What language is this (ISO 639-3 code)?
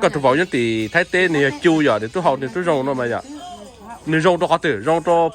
hmn